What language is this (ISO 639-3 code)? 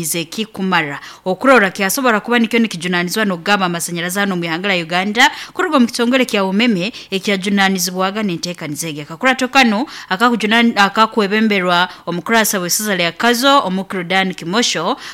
nyo